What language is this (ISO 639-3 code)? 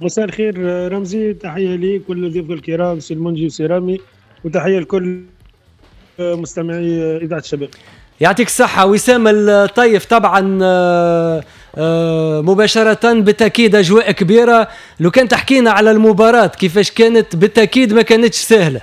aeb